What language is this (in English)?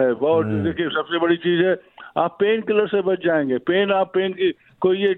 Hindi